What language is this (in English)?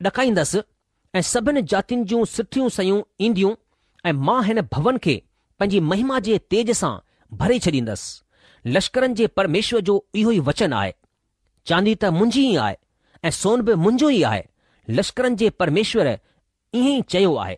Sindhi